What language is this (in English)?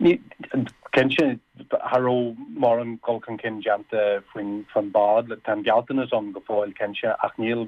Irish